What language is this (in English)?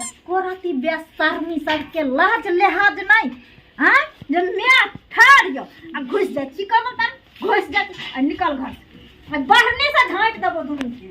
Maithili